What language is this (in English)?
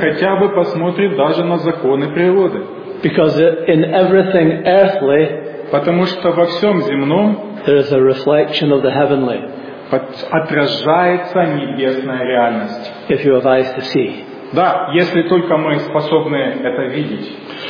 Russian